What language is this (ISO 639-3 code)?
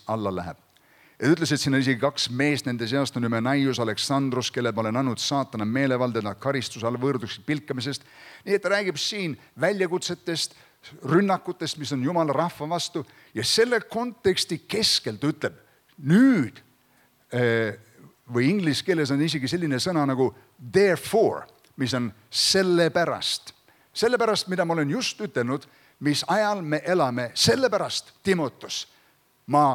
est